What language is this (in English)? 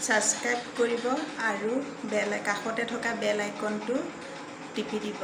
Assamese